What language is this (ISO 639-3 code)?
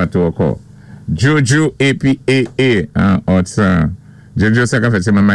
acf